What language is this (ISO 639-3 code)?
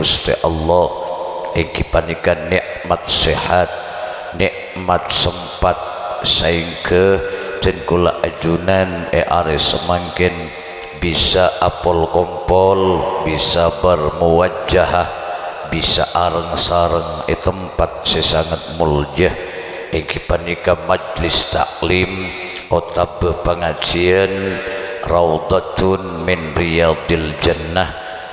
mad